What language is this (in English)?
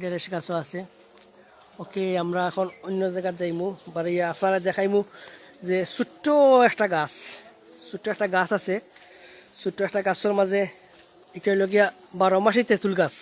Sylheti